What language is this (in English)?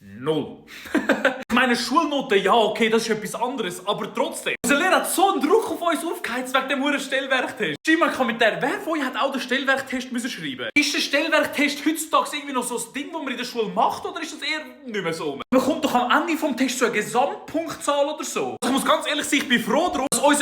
Swiss German